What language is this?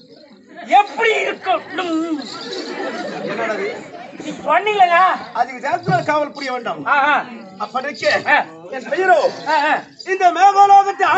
Tamil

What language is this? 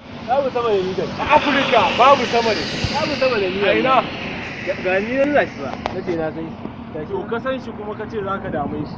Hausa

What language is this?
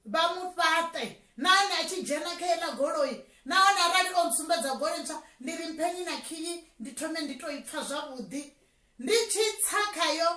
Venda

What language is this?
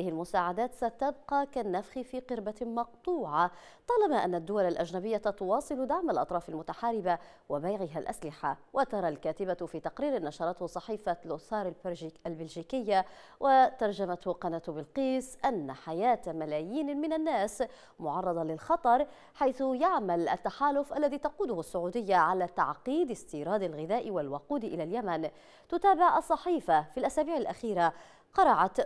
Arabic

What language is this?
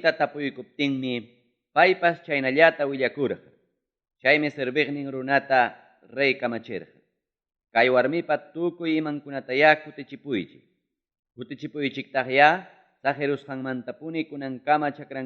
Ayacucho Quechua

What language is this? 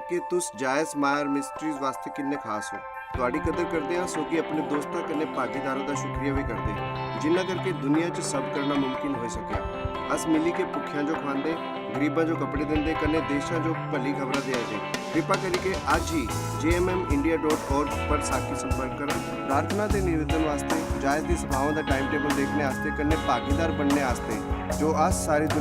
Dogri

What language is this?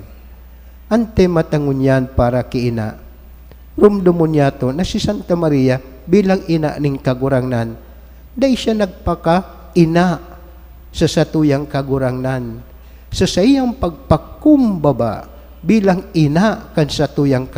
Bikol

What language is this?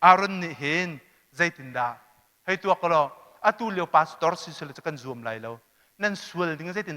Hakha Chin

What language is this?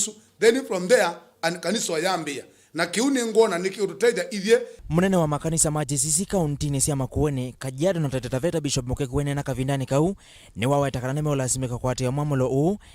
Kamba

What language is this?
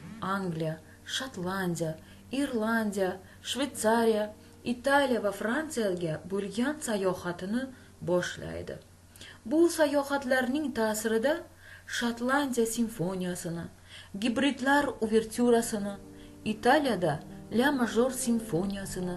Uzbek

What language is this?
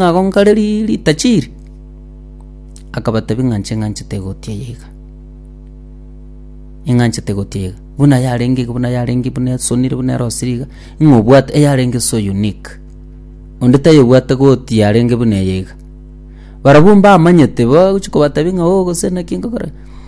Gusii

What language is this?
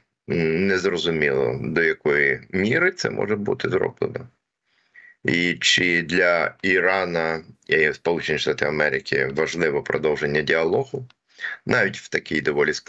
Ukrainian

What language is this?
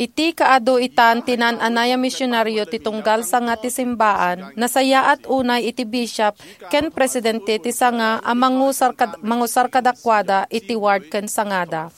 Iloko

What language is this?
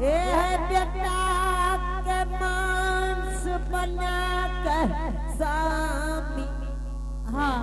Angika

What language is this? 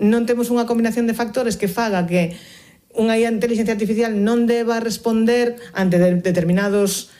Galician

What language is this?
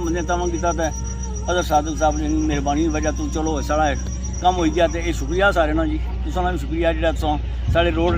Pahari-Potwari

